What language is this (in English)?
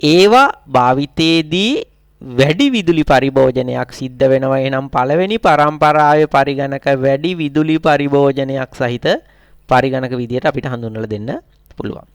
Sinhala